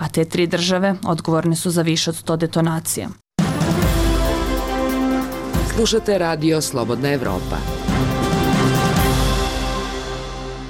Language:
Bosnian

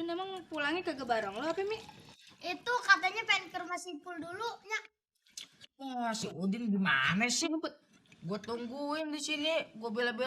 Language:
Betawi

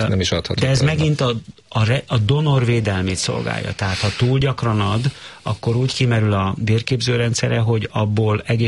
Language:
Hungarian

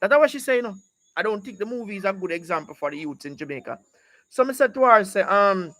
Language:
Jamaican Creole English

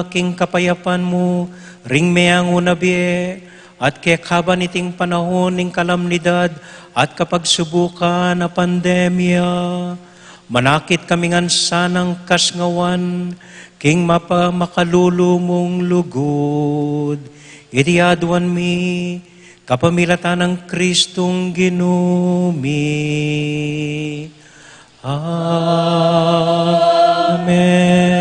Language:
Pampanga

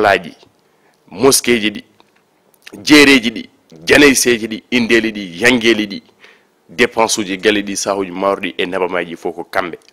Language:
Fula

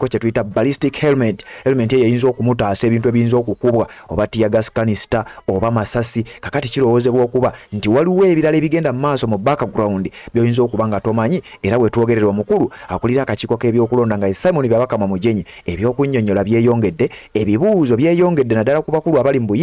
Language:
Ganda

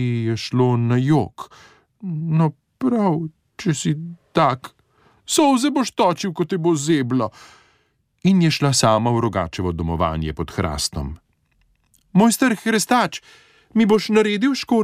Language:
Slovenian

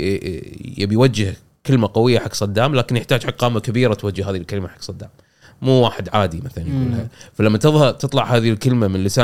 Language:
Gulf Arabic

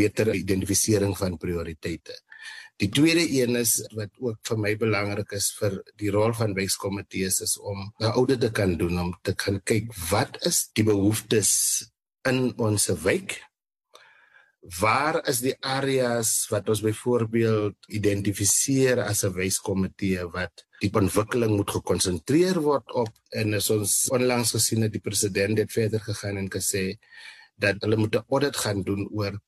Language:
Afrikaans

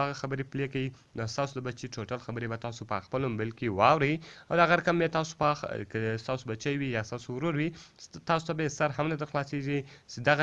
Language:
Pashto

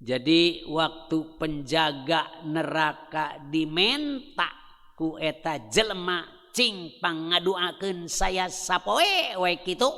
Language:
Sundanese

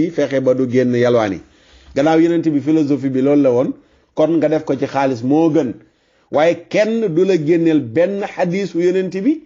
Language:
Wolof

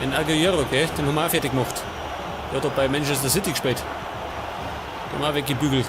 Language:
Bavarian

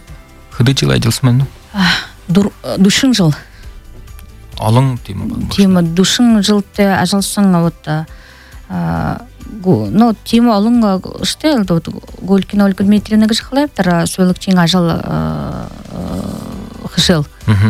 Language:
Buriat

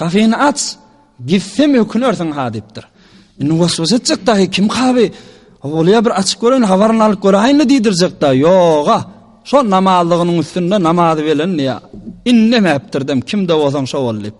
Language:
Turkmen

